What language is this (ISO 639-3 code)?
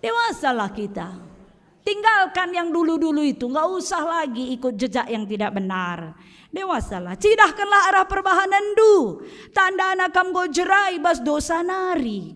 btx